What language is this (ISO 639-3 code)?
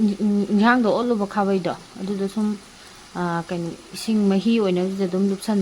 mni